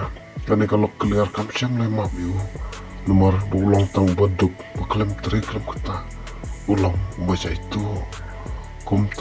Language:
Khasi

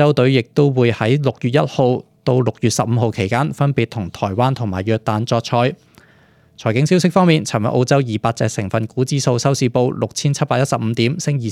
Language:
Cantonese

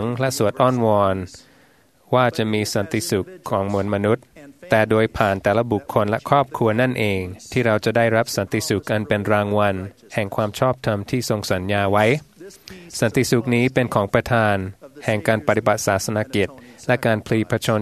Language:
Thai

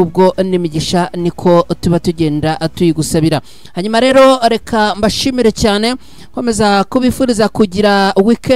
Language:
Kinyarwanda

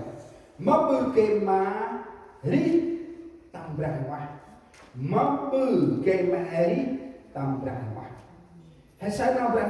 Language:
Central Mnong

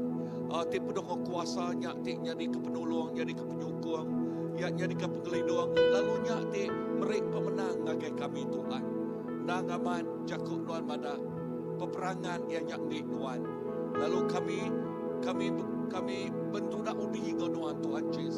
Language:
Iban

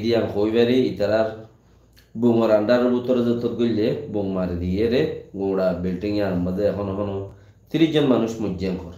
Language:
Rohingya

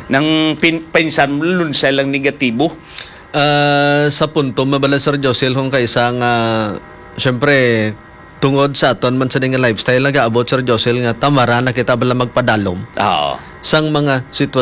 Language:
Hiligaynon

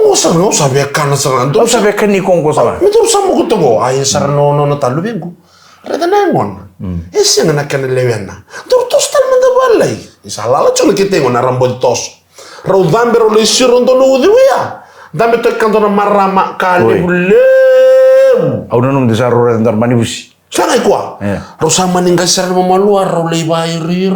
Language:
Fijian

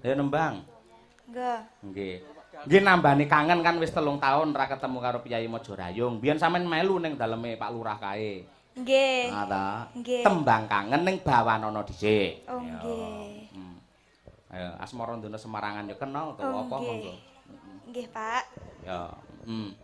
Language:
Javanese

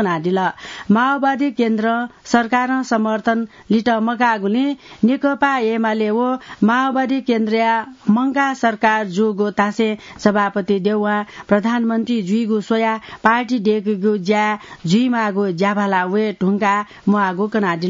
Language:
Newari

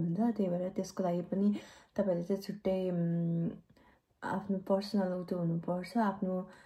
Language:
Nepali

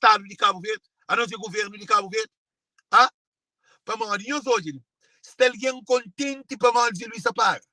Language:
Kabuverdianu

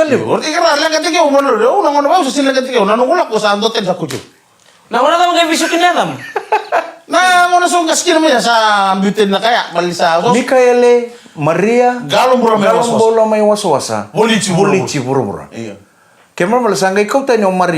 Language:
Fijian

